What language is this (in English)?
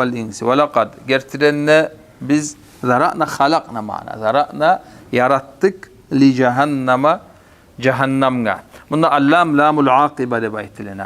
Kumyk